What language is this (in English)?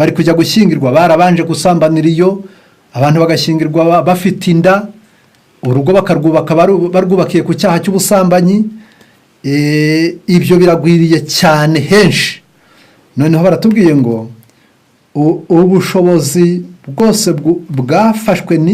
Kinyarwanda